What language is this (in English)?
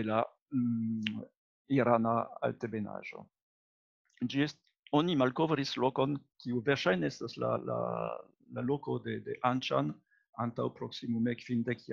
Esperanto